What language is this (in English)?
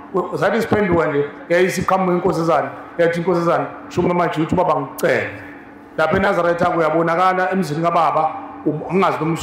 Zulu